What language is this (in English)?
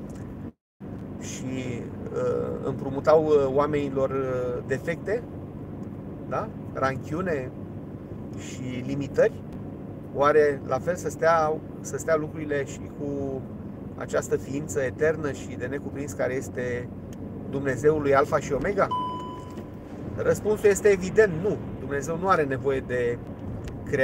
Romanian